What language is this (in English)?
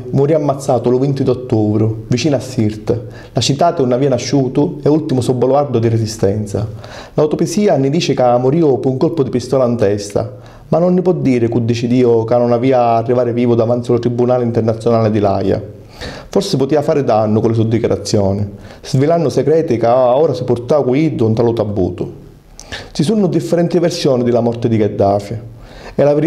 Sicilian